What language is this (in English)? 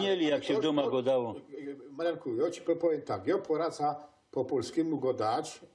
Silesian